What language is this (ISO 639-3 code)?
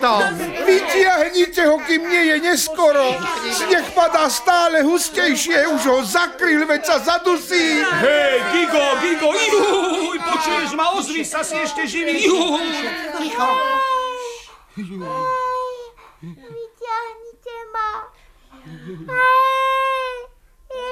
slk